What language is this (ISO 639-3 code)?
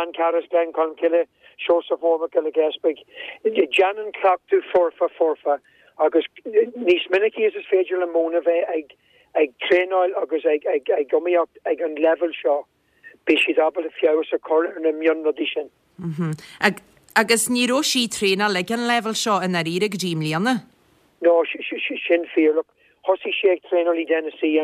gle